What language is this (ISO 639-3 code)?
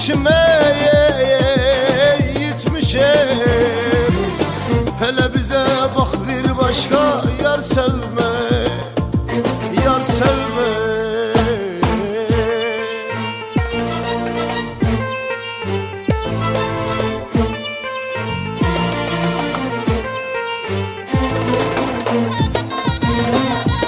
tur